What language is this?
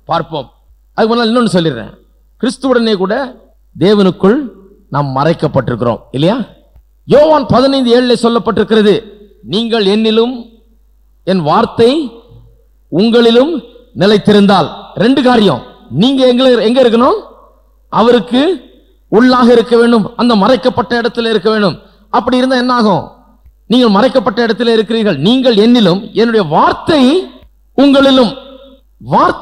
Tamil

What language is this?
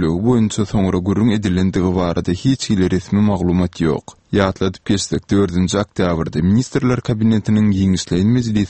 Turkmen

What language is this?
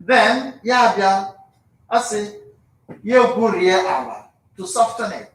Igbo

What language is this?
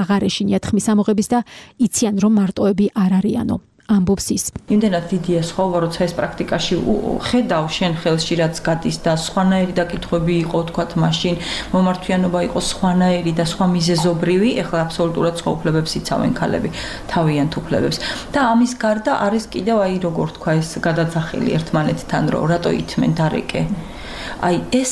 Georgian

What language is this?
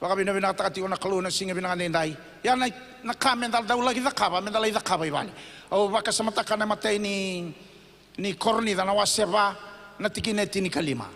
Fijian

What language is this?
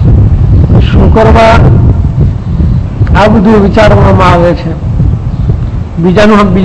Gujarati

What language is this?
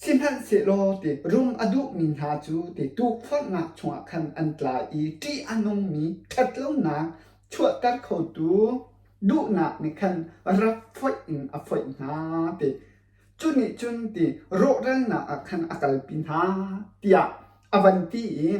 Hakha Chin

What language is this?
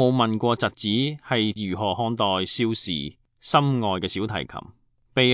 Cantonese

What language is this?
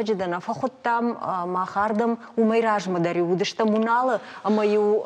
Ossetic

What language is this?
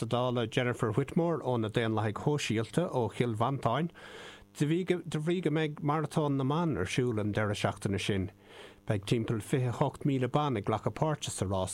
Irish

